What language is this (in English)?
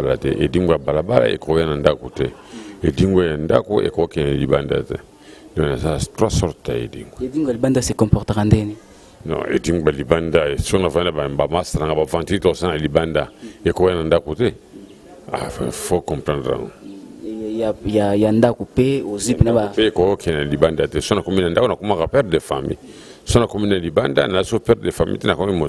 Lingala